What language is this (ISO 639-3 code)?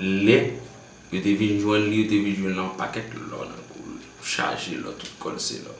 hat